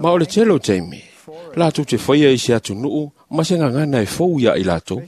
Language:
Samoan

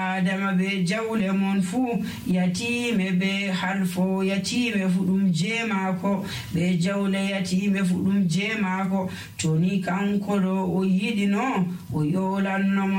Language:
Nigerian Fulfulde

